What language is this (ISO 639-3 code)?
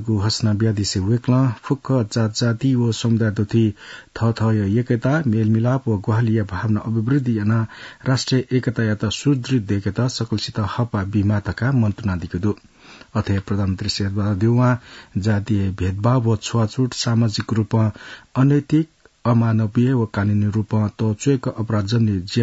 new